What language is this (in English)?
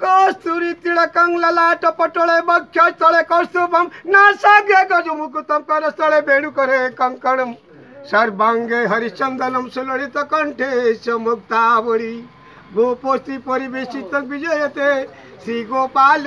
Odia